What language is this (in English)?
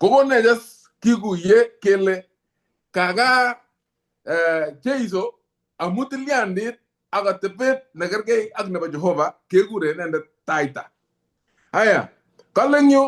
Kalenjin